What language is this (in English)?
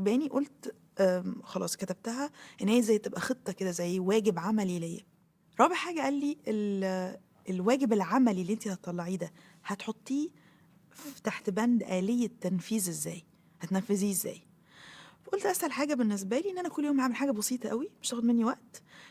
Egyptian Arabic